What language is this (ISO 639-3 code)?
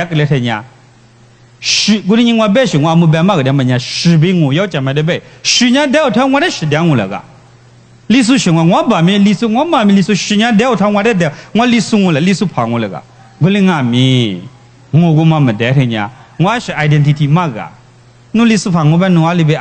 lis